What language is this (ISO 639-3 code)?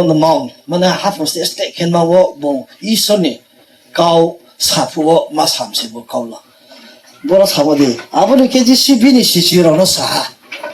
ria